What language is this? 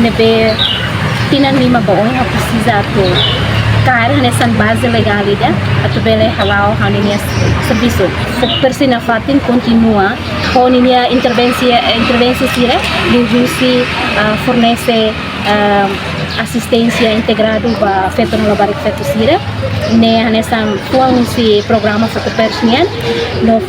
Tetum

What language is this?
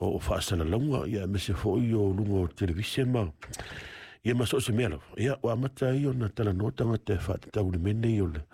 Samoan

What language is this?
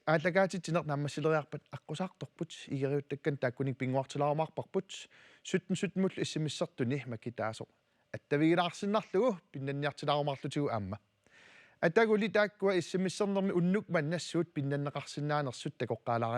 Kalaallisut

